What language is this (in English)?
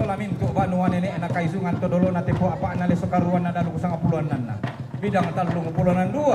Toraja-Sa'dan